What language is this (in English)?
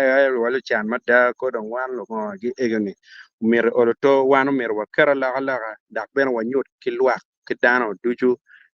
Acoli